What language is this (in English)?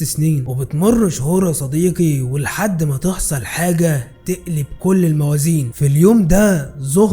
Egyptian Arabic